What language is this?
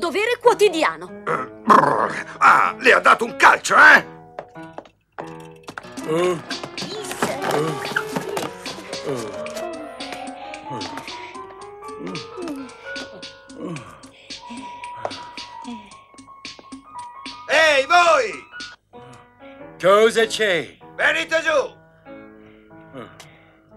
Italian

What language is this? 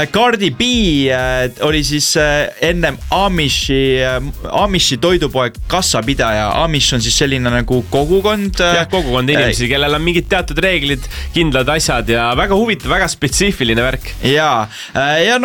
Estonian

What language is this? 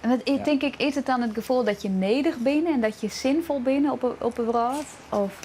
Western Frisian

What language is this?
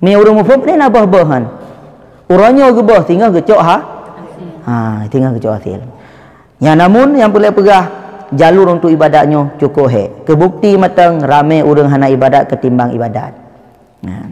Achinese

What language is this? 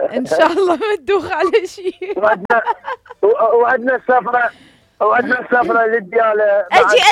Mesopotamian Arabic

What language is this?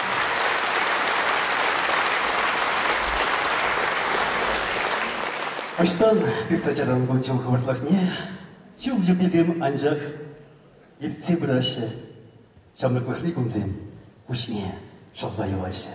Chuvash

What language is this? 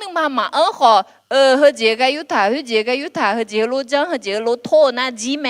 Akha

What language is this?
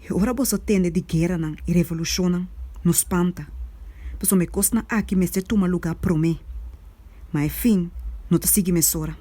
Papiamento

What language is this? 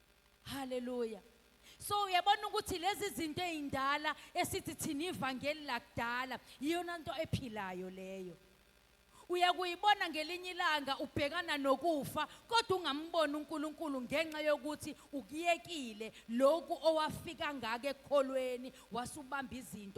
Zulu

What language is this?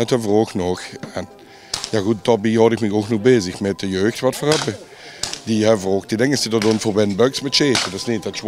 Limburgish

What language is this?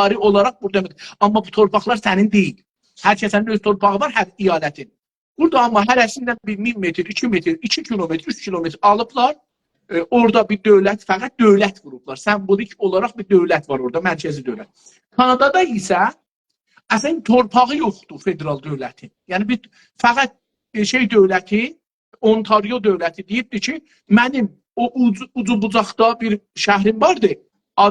South Azerbaijani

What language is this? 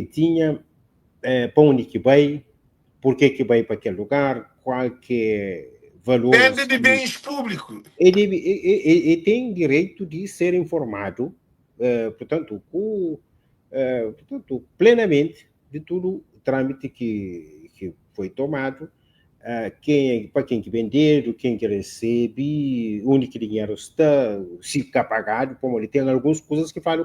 Kabuverdianu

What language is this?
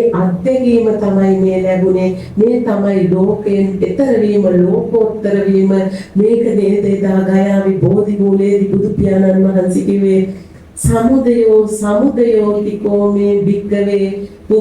Sinhala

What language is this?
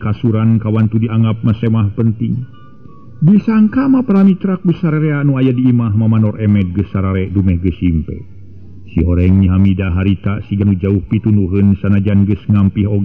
Sundanese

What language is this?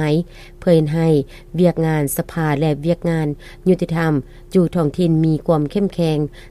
Lao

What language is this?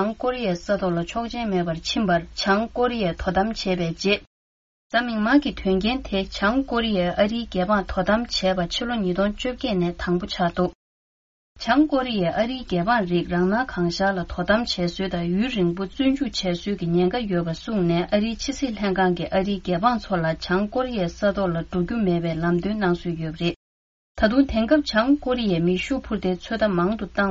Tibetan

